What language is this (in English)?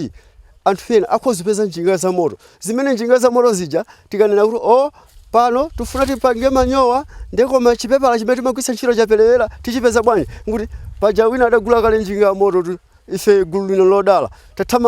Nyanja